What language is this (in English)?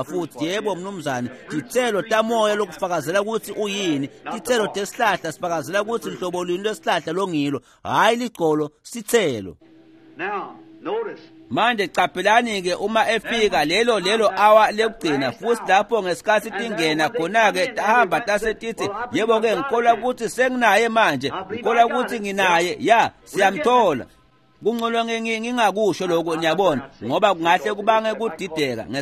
Swati